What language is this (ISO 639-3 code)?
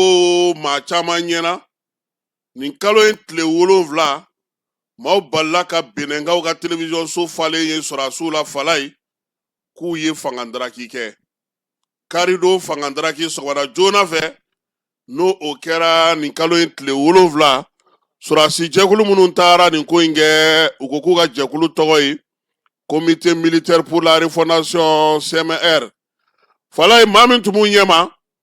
bam